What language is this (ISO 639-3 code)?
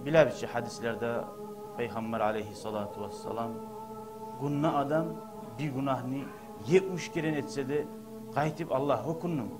kum